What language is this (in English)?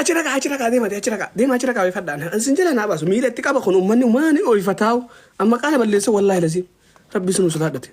Oromo